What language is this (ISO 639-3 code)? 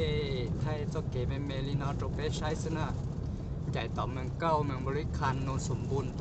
hmn